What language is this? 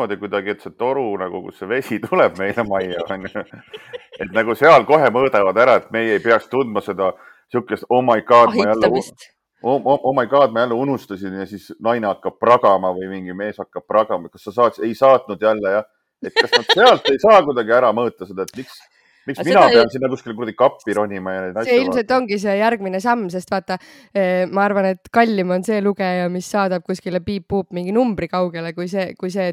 Estonian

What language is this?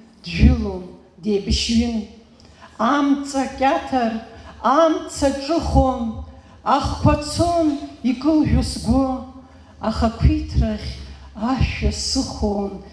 Abkhazian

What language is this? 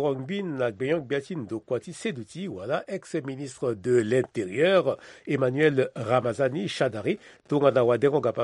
Sango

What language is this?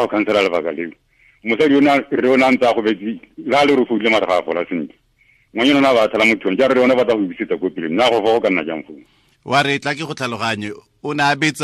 Tswana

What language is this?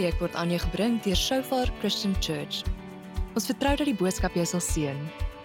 Afrikaans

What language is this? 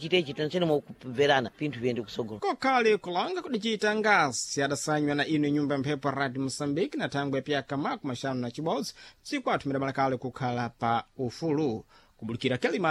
Sena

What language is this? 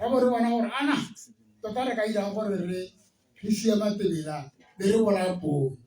Tswana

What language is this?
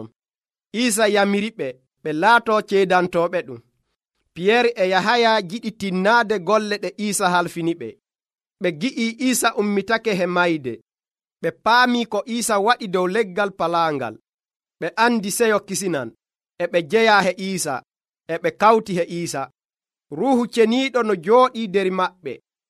Nigerian Fulfulde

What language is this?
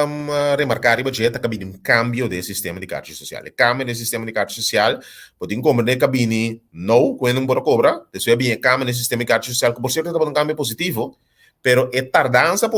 Papiamento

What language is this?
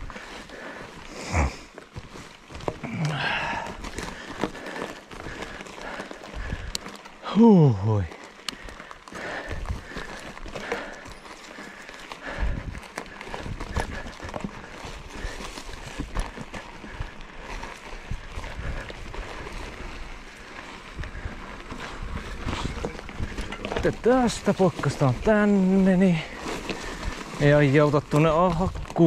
Finnish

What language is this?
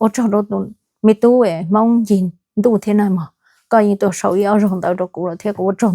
Hmong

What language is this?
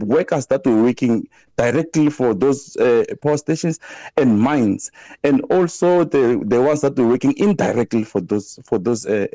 English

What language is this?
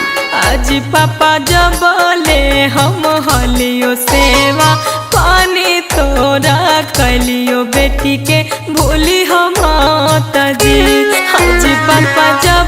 Magahi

